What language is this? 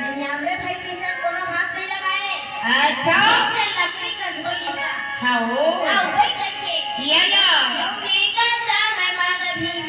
Chhattisgarhi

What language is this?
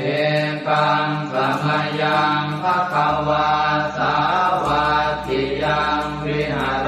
Pali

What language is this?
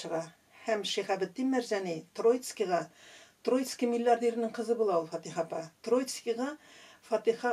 Tatar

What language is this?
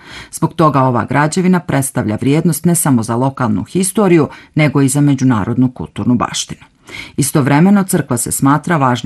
Bosnian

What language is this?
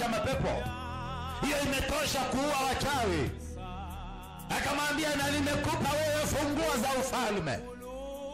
Swahili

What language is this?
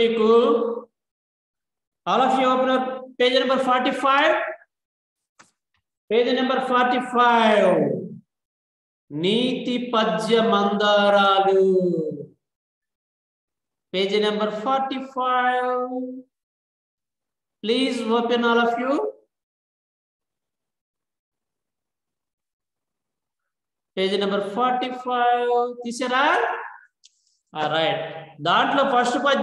Telugu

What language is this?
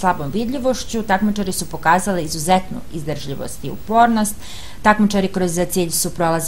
Serbian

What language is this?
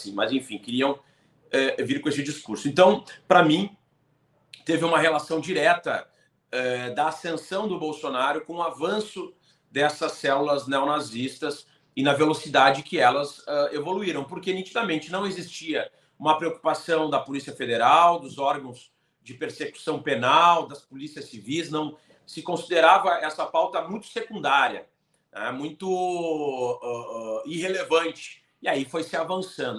Portuguese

